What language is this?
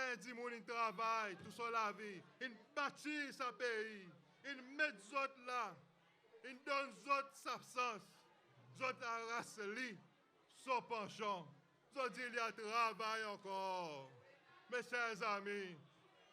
Seselwa Creole French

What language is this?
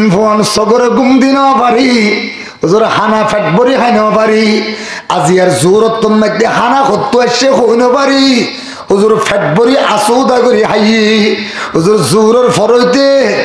Rohingya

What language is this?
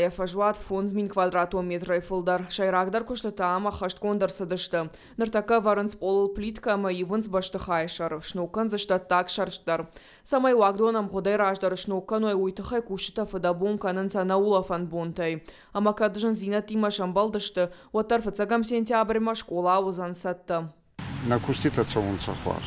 Ossetic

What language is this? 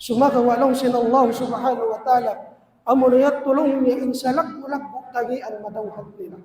Tausug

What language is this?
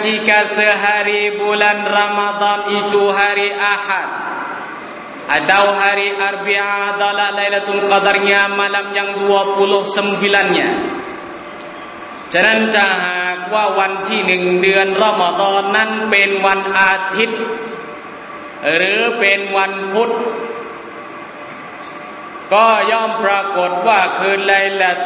Thai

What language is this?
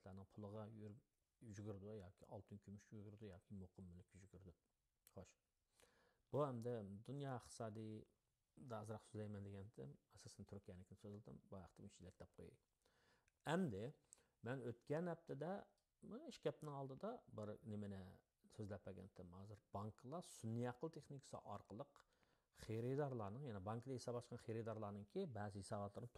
Uyghur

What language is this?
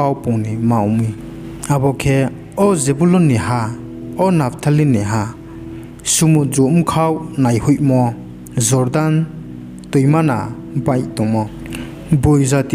Riang (India)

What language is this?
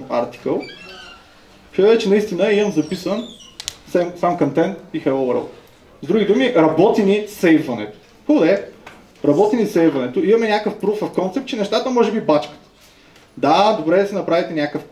Bulgarian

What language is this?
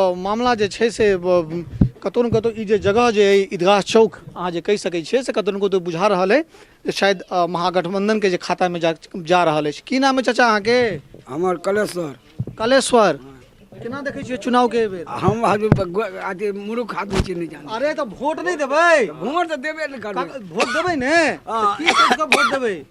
Maithili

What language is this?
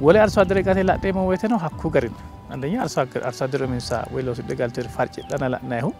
Sidamo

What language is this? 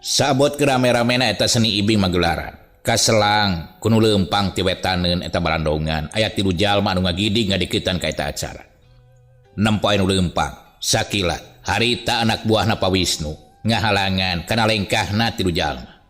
Sundanese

